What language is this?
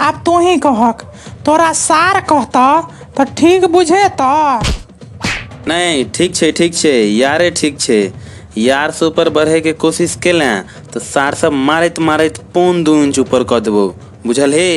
Maithili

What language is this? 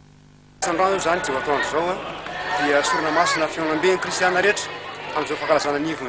Malagasy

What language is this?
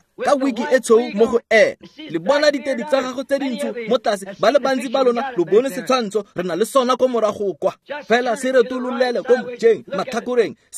Tswana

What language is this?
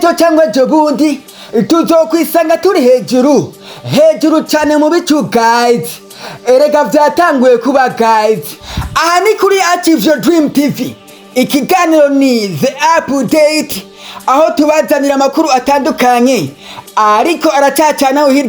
Rundi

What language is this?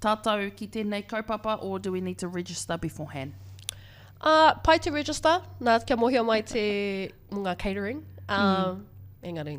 Māori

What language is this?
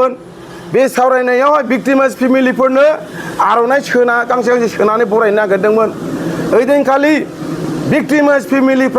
Bodo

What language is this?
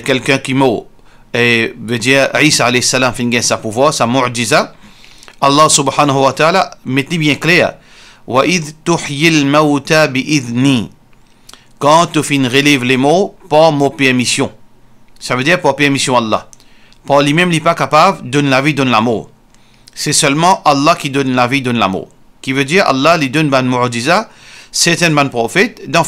Morisyen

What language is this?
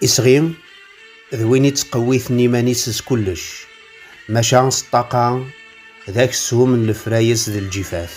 Kabyle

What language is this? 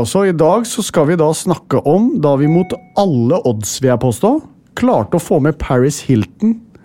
Norwegian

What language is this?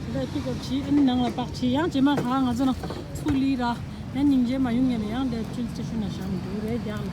Tibetan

